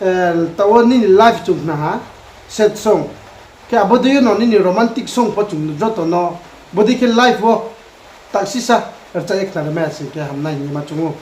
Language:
Riang (India)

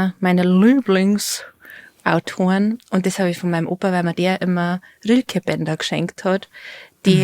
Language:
Bavarian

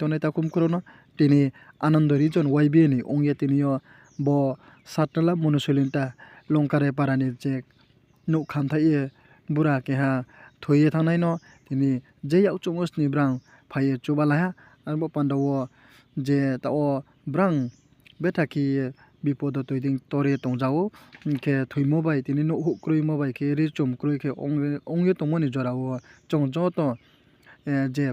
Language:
Riang (India)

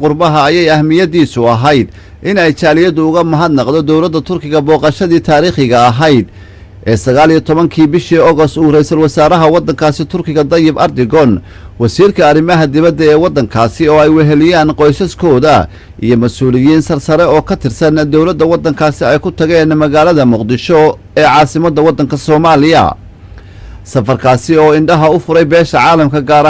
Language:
Somali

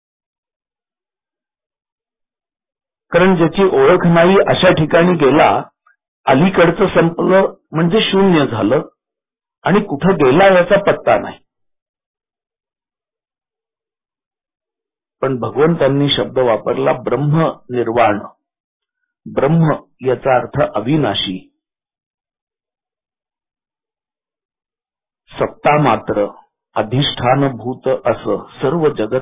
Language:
Marathi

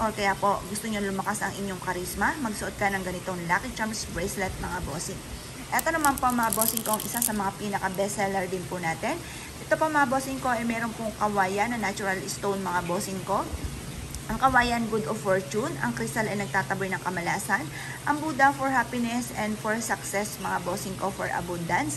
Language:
Filipino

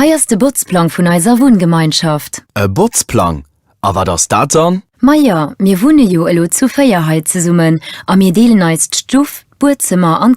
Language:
Luxembourgish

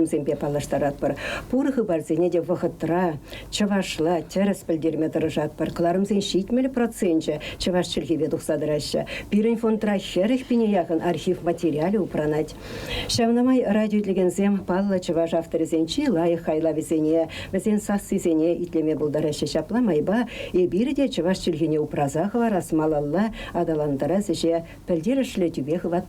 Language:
Chuvash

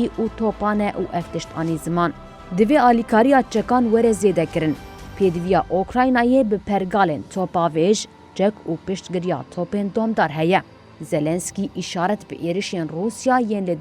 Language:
Kurdish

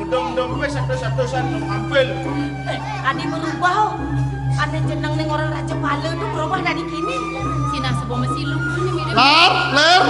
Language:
Balinese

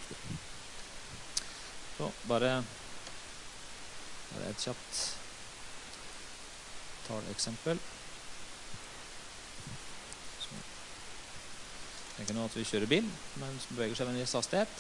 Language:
Norwegian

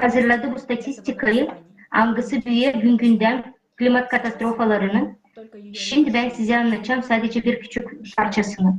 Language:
Gagauz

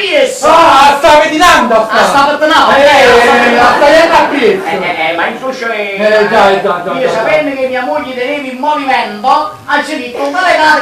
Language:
Neapolitan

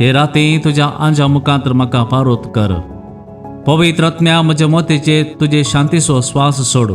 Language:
Konkani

